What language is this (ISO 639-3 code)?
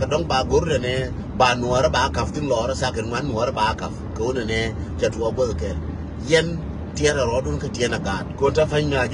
nus